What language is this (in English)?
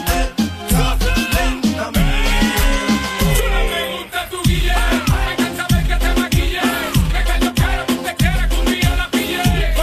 Spanish